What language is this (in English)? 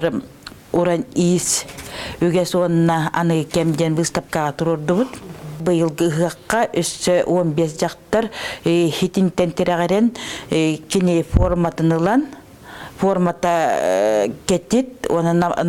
Yakut